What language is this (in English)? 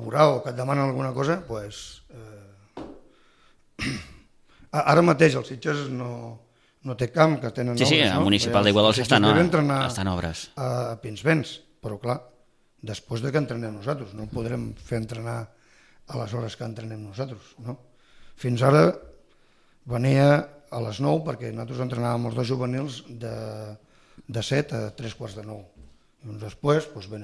Catalan